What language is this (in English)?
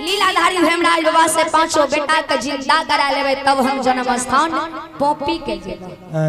Maithili